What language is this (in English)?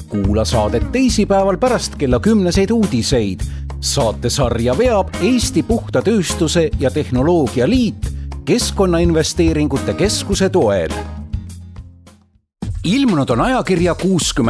Estonian